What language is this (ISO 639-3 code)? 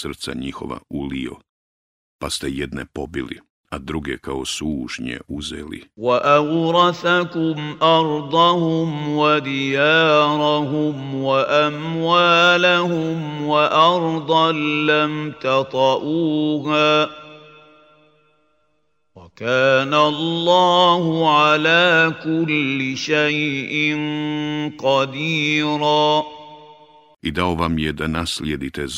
bos